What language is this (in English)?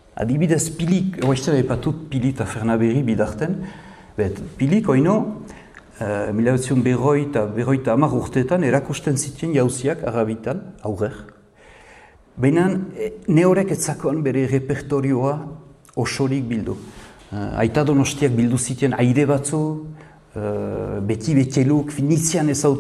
Basque